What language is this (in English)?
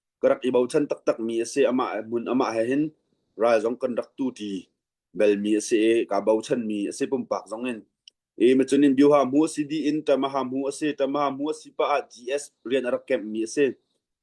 Hakha Chin